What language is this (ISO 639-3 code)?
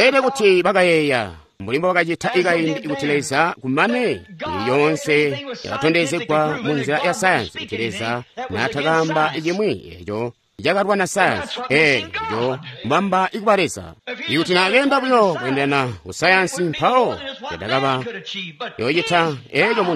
toi